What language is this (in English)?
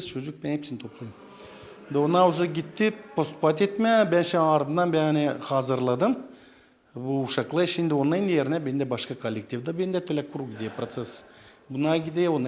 Gagauz